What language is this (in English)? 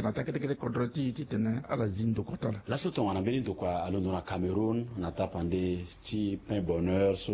Sango